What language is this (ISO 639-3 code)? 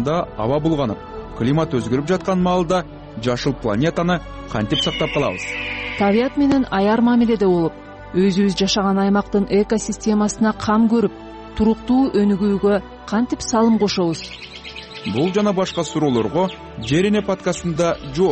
kir